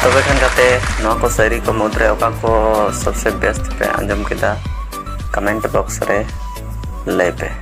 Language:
Santali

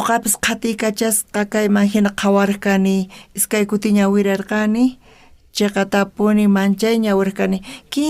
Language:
South Bolivian Quechua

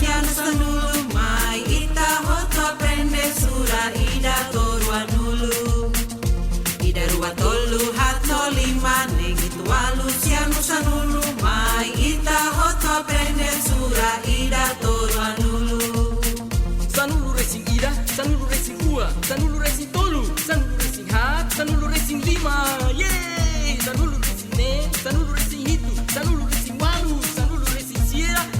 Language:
Tetum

